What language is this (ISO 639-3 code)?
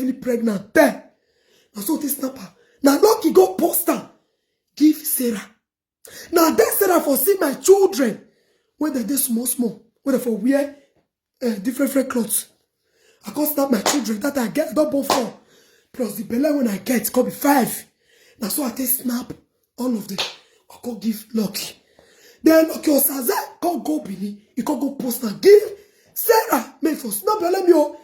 pcm